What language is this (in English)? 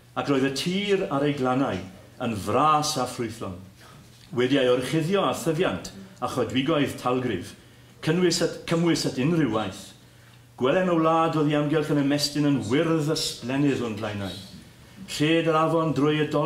Welsh